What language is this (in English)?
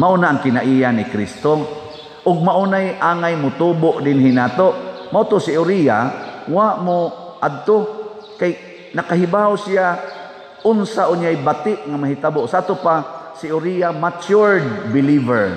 Cebuano